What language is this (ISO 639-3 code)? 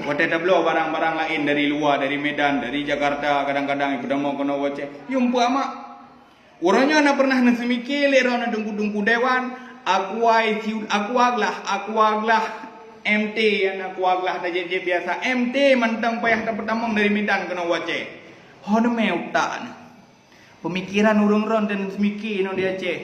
ace